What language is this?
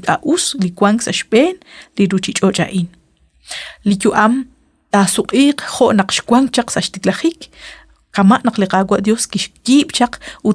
Kekchí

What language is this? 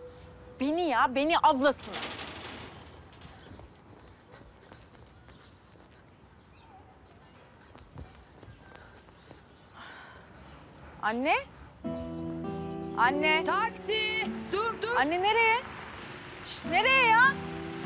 Turkish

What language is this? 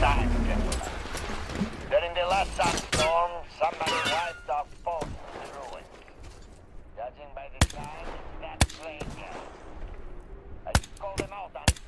English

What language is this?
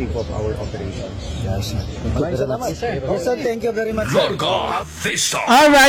Hiligaynon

